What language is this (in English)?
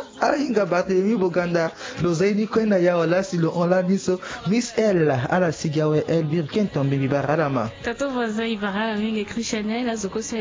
Sango